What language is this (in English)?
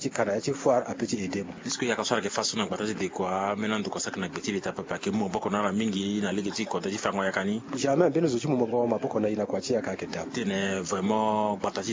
Sango